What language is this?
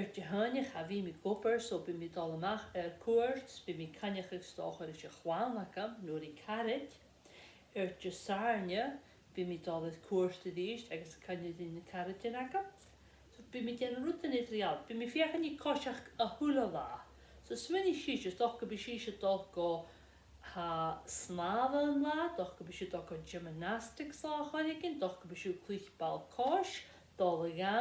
Scottish Gaelic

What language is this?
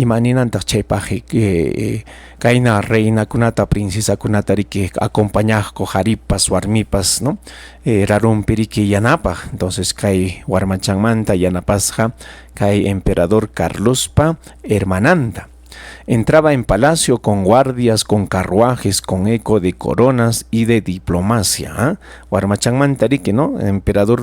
Ayacucho Quechua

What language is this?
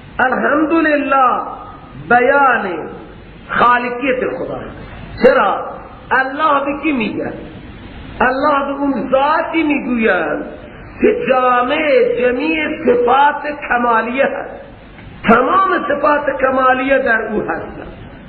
Persian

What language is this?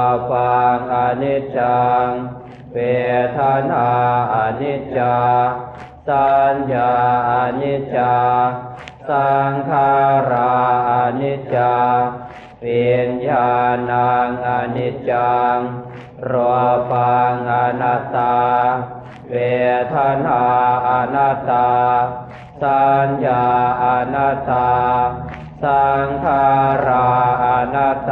Pali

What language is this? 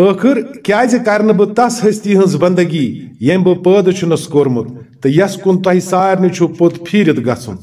Kashmiri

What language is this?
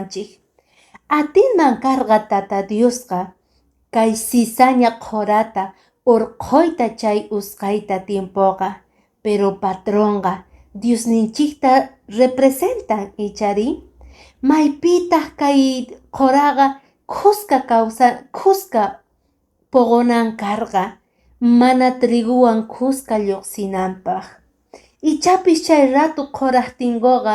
Quechua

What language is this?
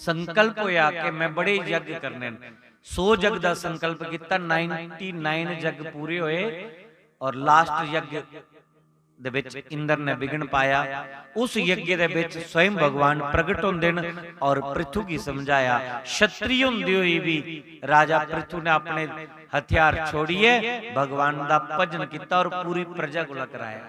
Dogri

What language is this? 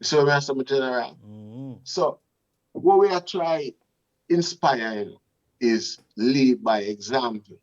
Jamaican Creole English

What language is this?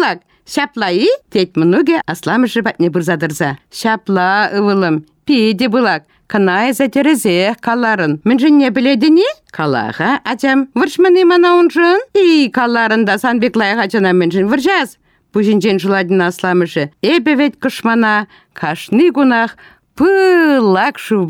Chuvash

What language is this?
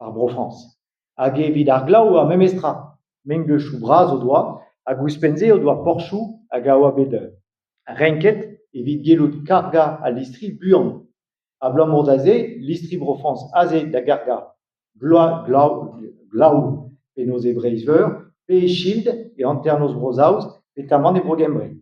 Breton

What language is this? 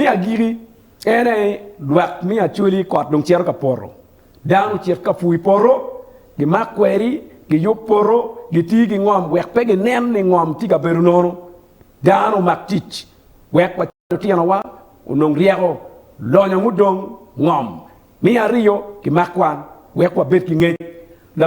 Acoli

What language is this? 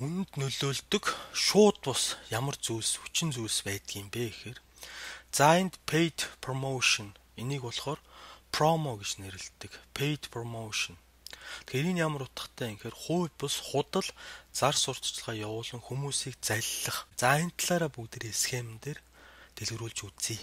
Mongolian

